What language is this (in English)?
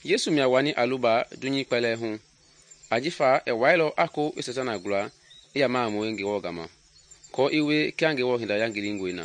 Mende